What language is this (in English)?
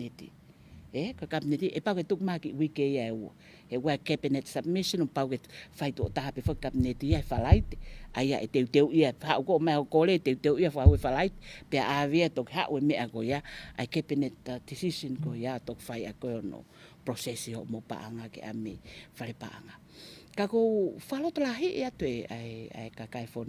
Tongan